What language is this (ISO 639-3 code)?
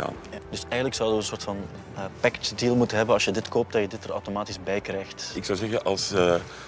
nld